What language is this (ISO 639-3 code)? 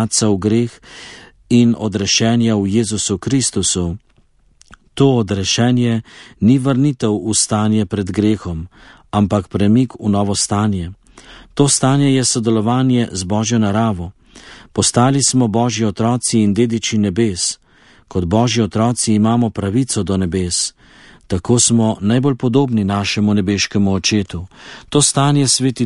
slv